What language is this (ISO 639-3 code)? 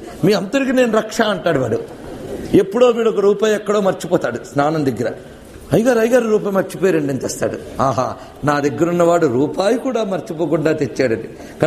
tel